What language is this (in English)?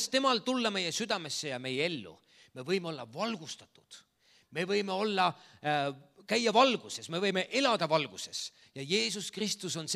Estonian